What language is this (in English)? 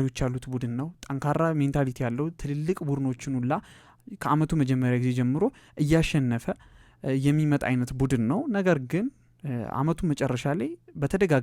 Amharic